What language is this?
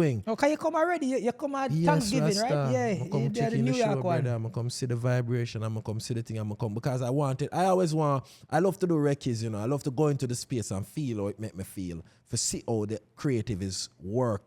Jamaican Creole English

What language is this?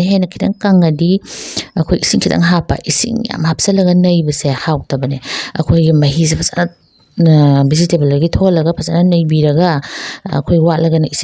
Manipuri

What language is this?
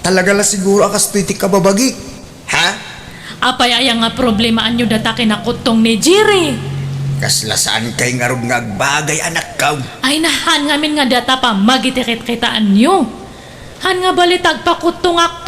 Iloko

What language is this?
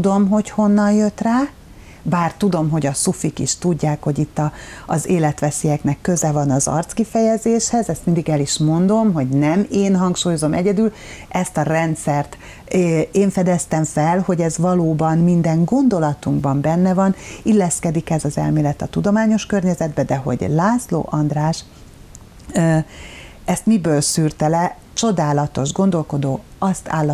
Hungarian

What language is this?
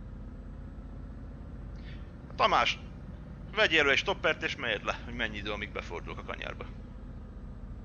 Hungarian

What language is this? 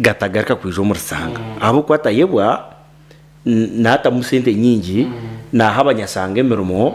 Nyankole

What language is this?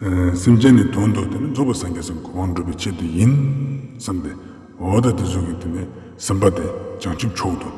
Ladakhi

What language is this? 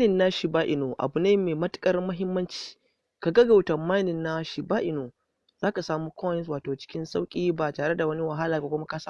Hausa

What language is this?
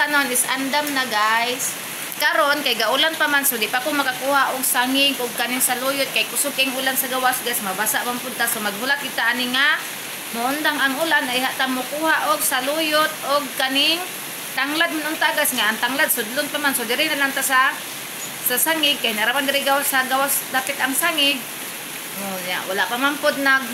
Cebuano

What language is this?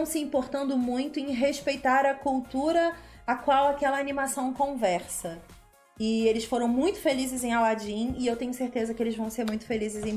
Portuguese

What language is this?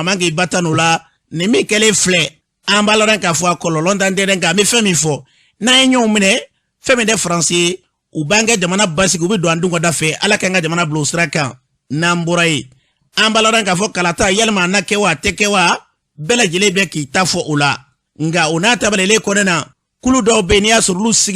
Bambara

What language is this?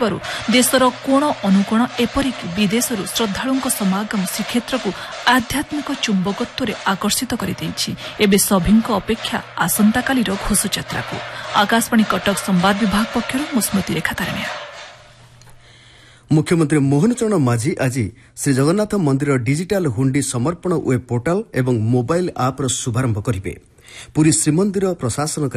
Odia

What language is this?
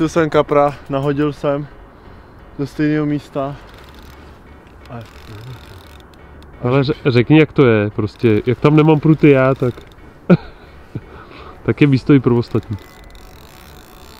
Czech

